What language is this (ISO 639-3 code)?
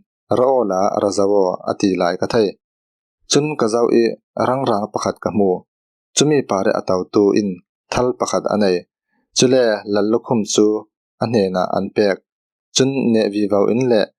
cfm